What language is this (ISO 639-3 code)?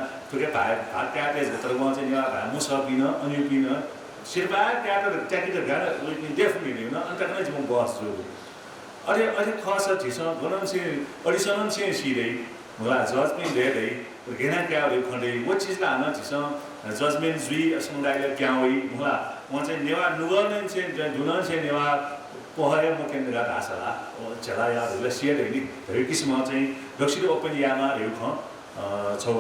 new